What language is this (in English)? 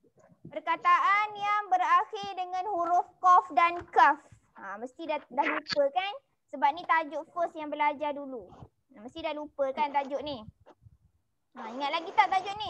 Malay